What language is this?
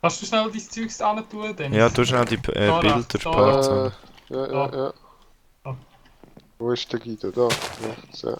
Swiss German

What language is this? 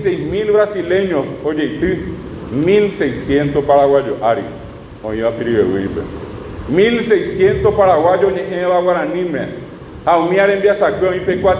Guarani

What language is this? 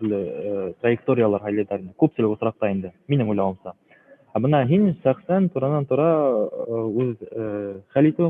Bashkir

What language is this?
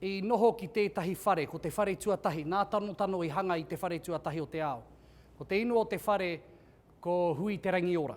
Māori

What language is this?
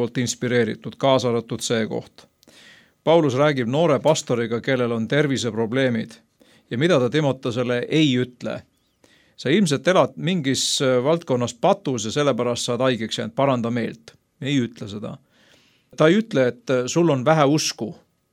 Estonian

